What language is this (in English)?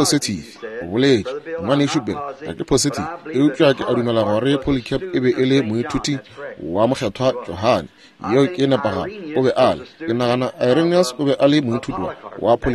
Northern Sotho